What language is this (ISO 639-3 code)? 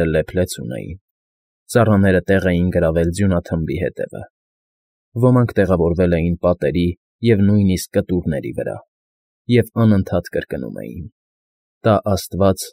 hye